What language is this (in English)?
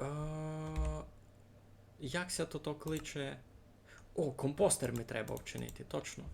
Rusyn